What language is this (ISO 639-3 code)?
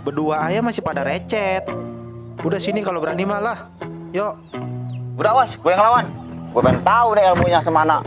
bew